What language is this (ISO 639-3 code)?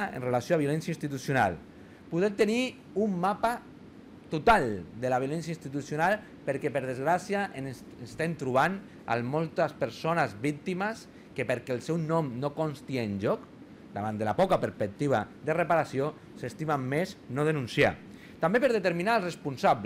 cat